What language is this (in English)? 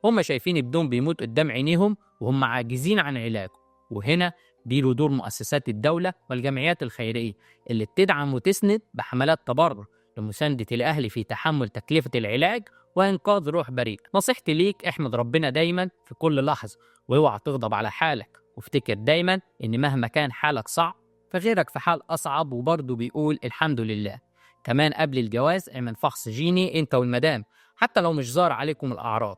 Egyptian Arabic